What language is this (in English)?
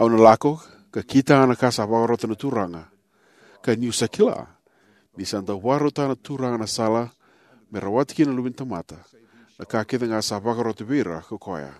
Fijian